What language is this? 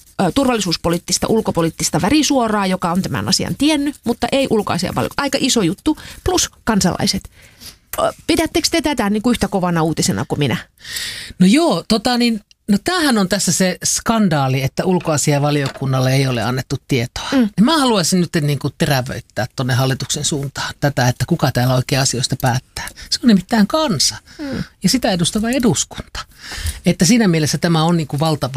Finnish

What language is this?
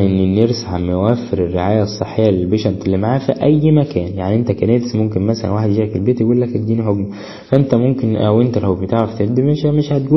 Egyptian Arabic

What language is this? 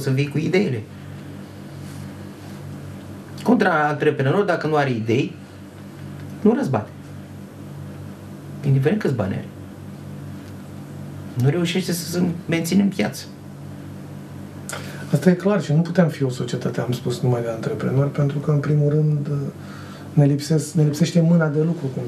Romanian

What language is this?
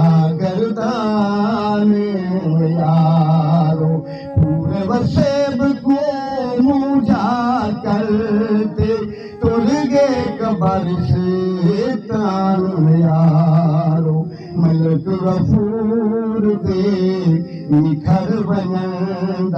Saraiki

